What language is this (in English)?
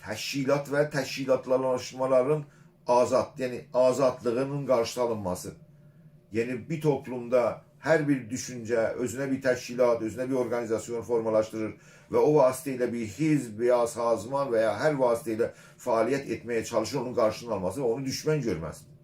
South Azerbaijani